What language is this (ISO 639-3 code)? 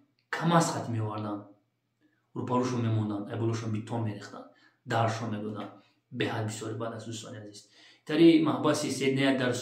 tgk